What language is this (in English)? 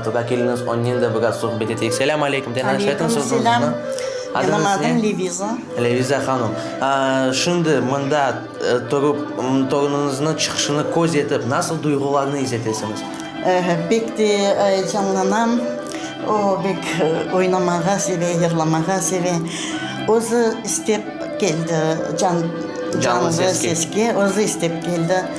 Crimean Tatar